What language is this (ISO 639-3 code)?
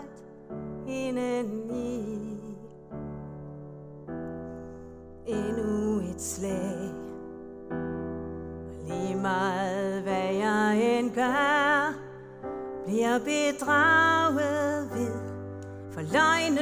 dan